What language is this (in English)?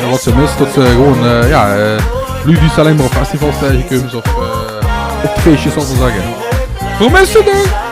Limburgish